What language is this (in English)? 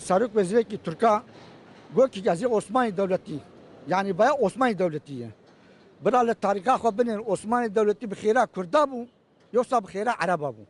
Kurdish